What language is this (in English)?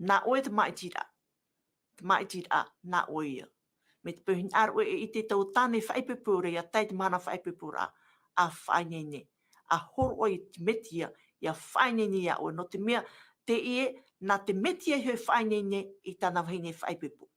Tahitian